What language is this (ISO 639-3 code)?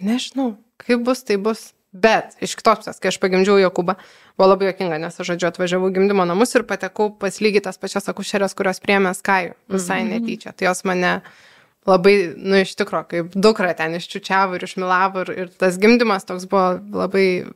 lit